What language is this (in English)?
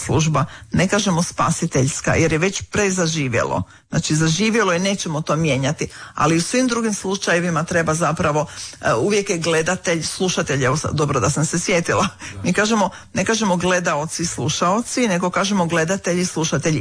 Croatian